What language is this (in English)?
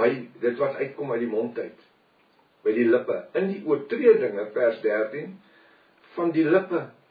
Afrikaans